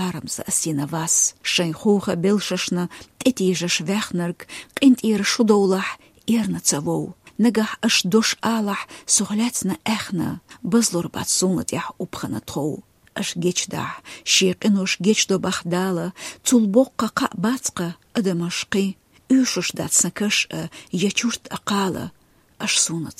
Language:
Chechen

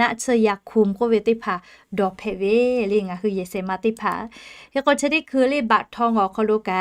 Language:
Lahu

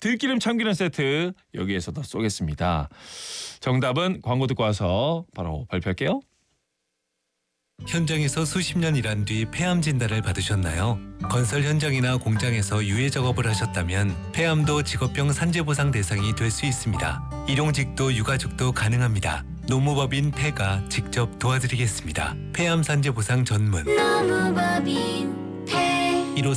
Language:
Korean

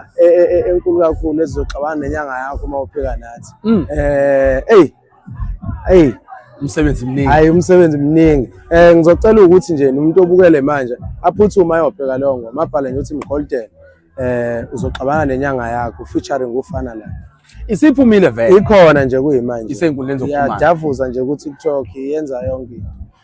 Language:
Zulu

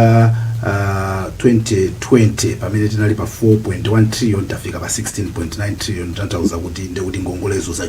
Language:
Nyanja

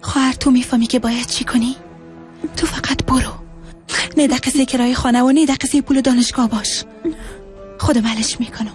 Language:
Persian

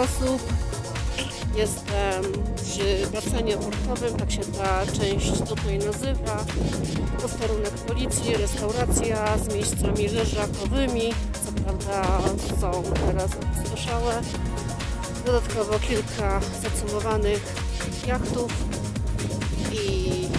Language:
Polish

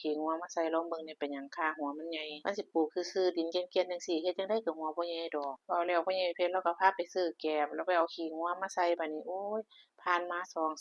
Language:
Northeastern Thai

